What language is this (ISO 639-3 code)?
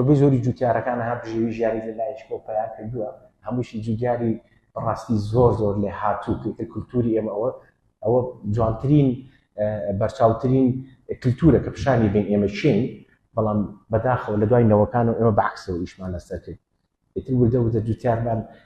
ckb